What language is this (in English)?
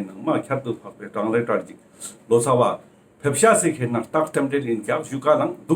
Ladakhi